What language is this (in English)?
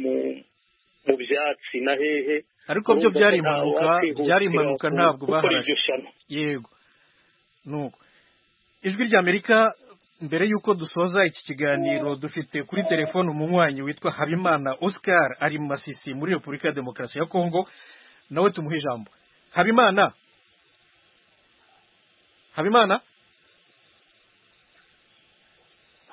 Kinyarwanda